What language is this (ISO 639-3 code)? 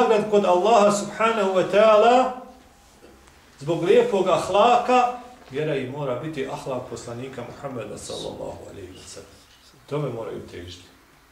bos